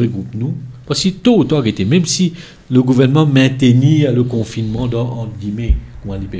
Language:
Morisyen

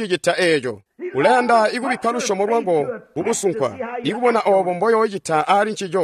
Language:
Tonga (Zambia)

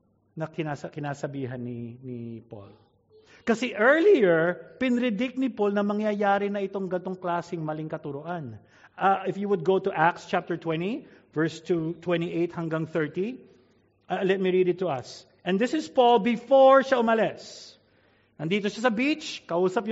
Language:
Filipino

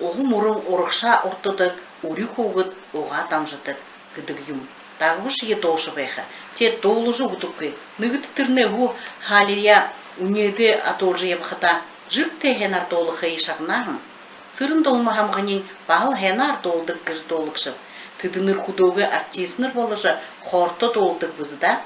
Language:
Buriat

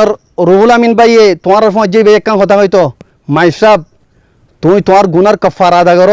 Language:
Rohingya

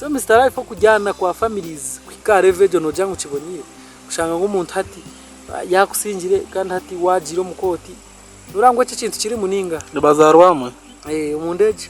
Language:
Nyankole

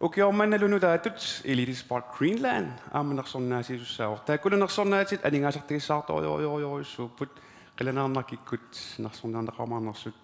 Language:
Kalaallisut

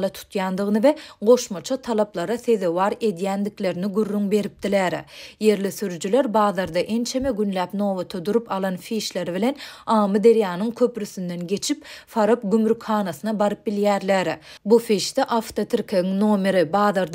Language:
Turkmen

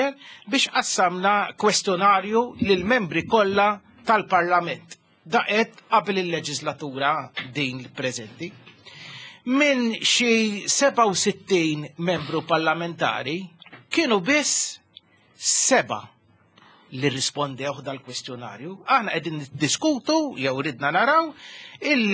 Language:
Maltese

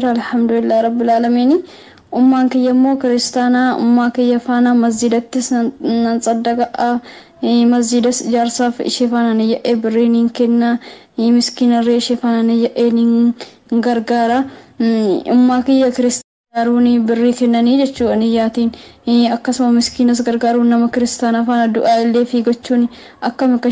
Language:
Oromo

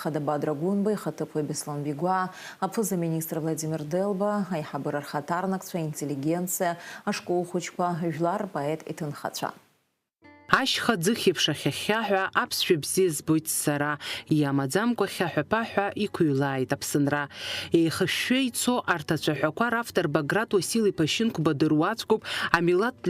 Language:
Abkhazian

